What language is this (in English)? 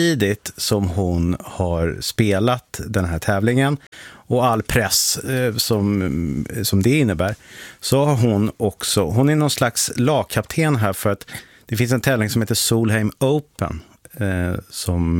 Swedish